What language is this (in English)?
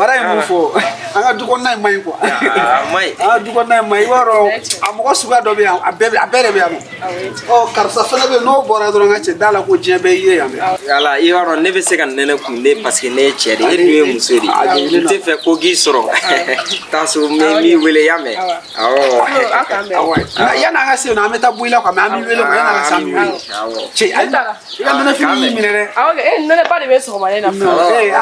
Bambara